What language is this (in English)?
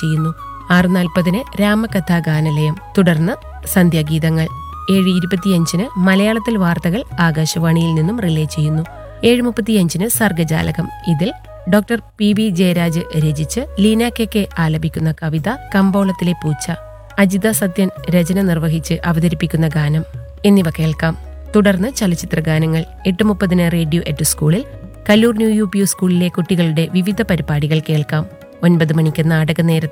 Malayalam